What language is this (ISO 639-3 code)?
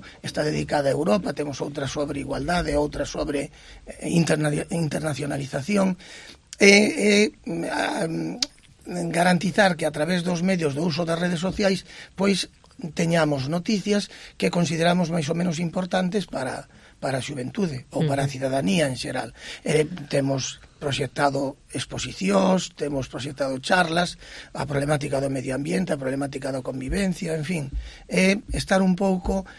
glg